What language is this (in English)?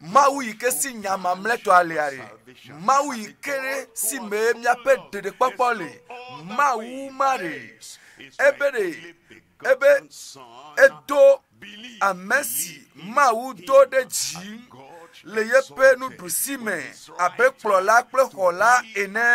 Ewe